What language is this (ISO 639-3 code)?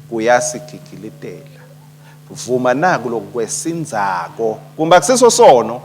ssw